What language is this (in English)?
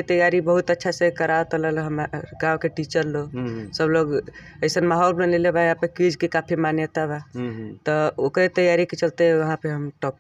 Bhojpuri